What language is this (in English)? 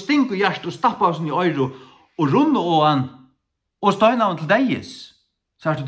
Faroese